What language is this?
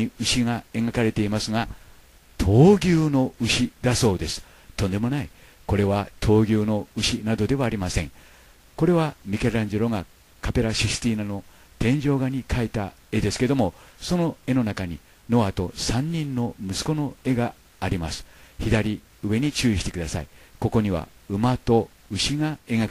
Japanese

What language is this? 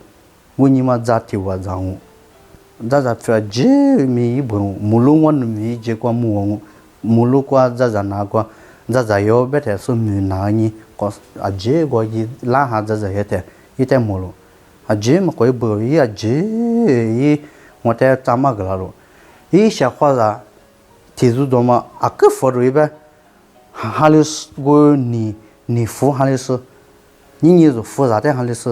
Lisu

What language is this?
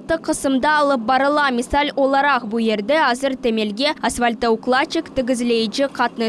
Crimean Tatar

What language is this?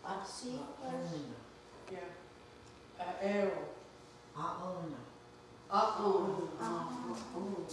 Mohawk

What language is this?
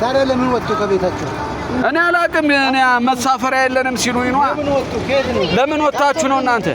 Amharic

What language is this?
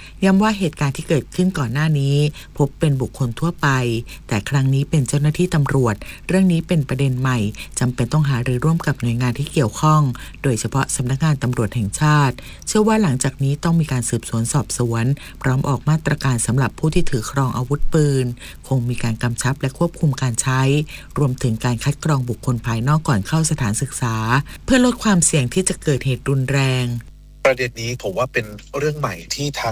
Thai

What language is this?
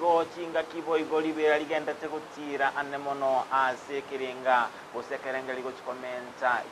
Gusii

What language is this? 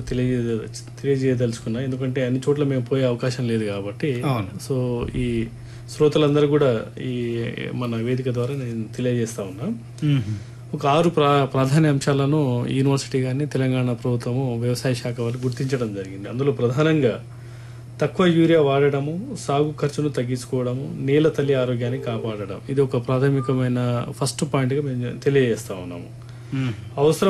Telugu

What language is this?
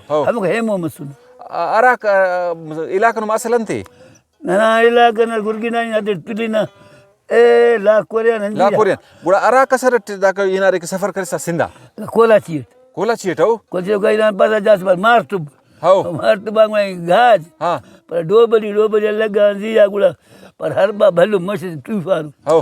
Brahui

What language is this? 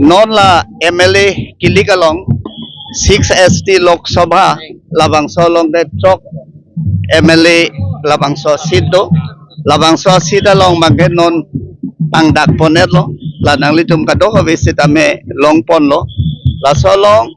Karbi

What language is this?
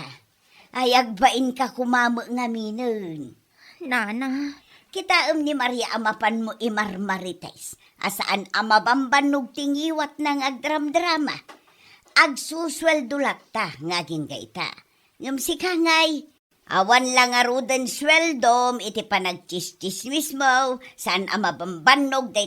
Iloko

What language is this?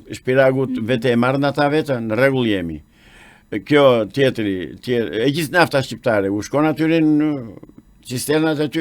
Albanian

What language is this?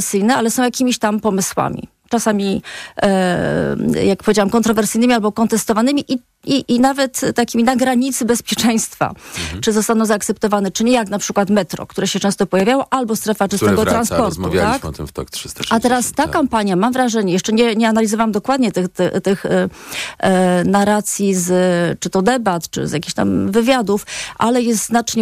Polish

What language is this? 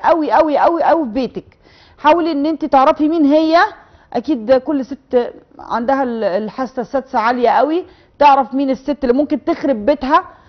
Egyptian Arabic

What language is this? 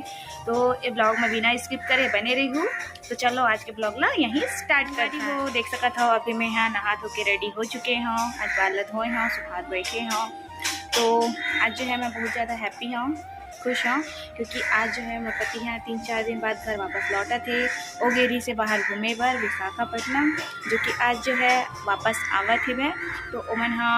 Chhattisgarhi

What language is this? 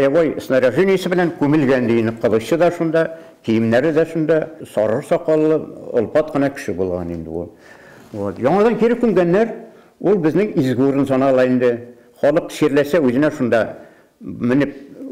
Bashkir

